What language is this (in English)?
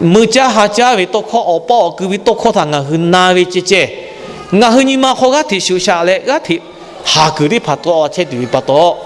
Lahu